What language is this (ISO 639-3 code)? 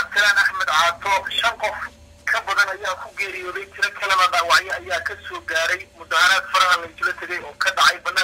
som